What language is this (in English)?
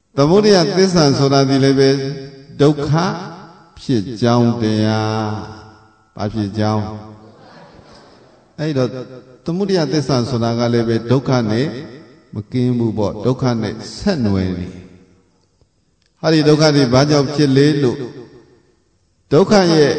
Burmese